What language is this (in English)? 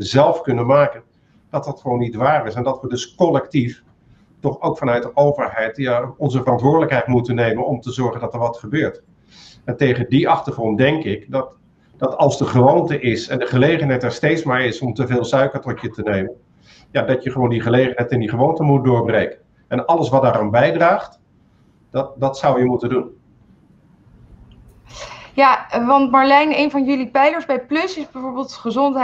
Dutch